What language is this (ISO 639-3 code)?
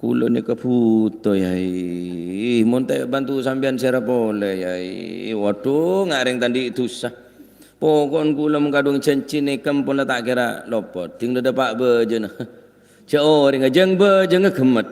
mad